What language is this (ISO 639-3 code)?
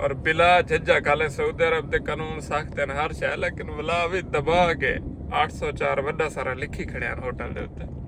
skr